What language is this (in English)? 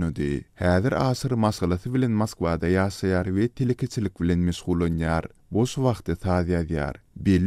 Turkmen